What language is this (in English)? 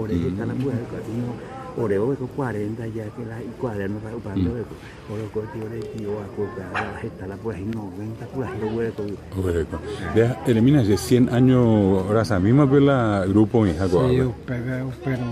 Guarani